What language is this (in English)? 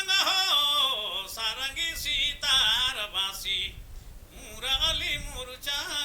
Sadri